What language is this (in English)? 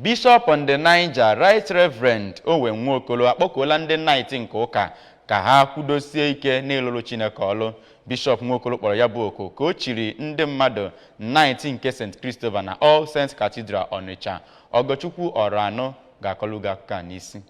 Igbo